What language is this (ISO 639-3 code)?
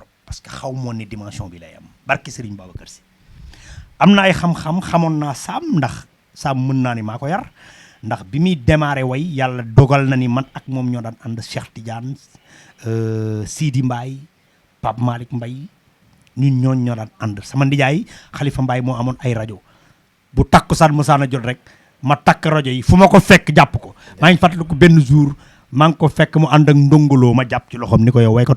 wol